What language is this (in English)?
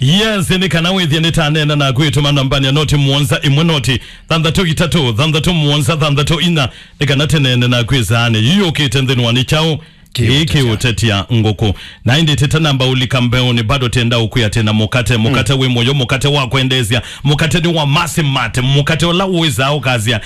Kamba